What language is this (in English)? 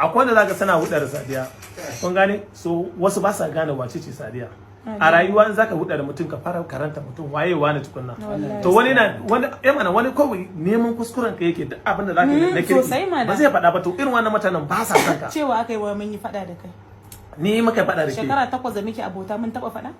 Hausa